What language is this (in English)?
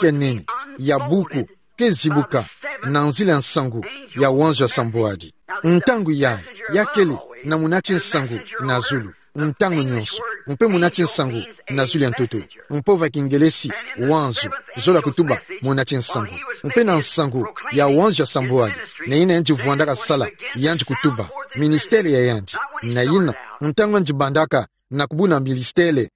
Kituba (Democratic Republic of Congo)